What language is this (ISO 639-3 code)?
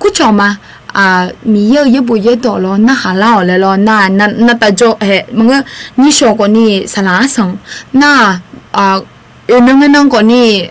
ahk